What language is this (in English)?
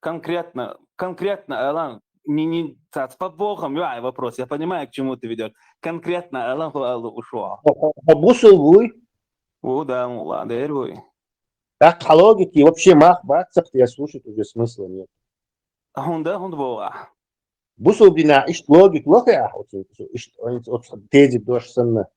Chechen